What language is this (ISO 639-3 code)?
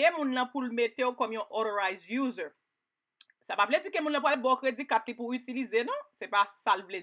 hat